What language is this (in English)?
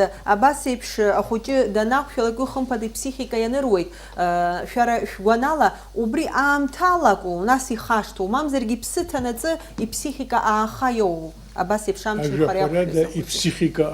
Abkhazian